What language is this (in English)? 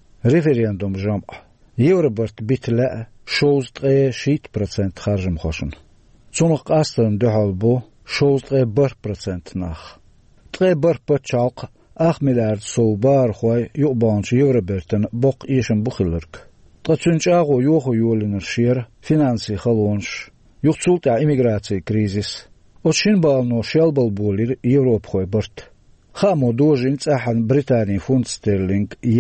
Chechen